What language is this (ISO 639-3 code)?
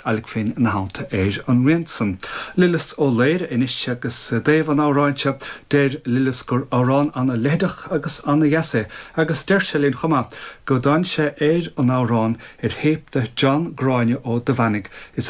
gle